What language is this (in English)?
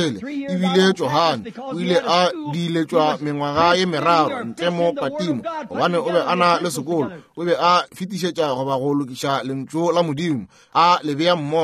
Northern Sotho